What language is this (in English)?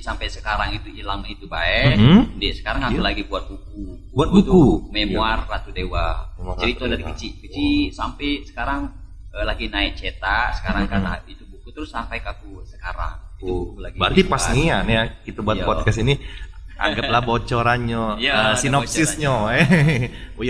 Musi